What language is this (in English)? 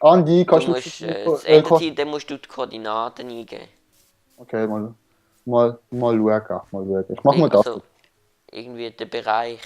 Swiss German